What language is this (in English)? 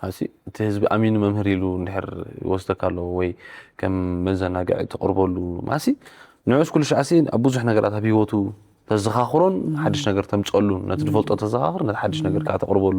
Tigrinya